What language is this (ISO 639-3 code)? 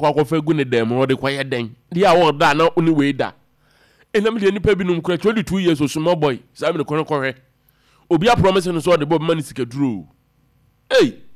aka